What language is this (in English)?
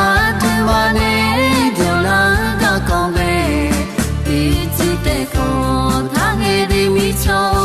Akha